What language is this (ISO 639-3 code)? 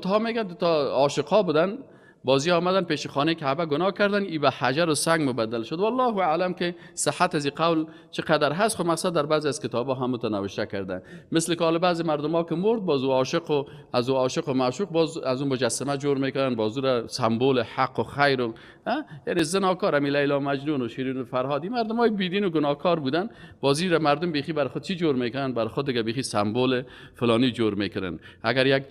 fas